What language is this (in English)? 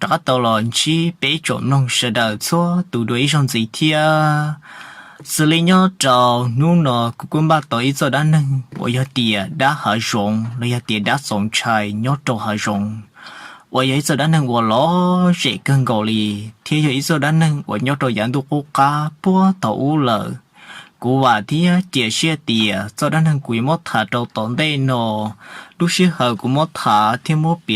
Hmong